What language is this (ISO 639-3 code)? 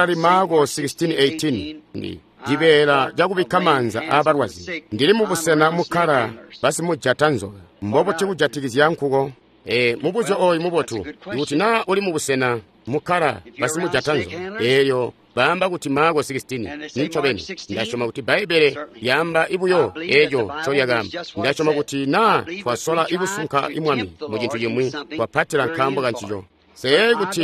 toi